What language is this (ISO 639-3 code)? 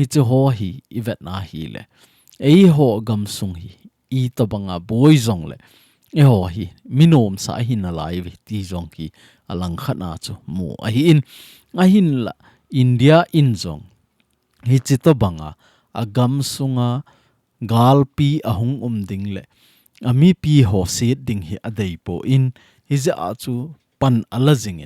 tcz